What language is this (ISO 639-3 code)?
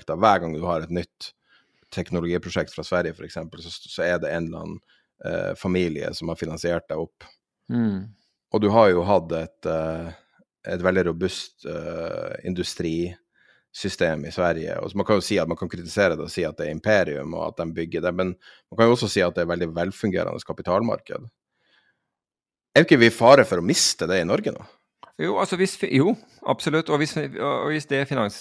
nor